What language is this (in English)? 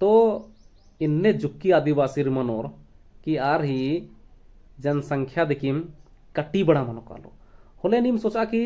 Kurukh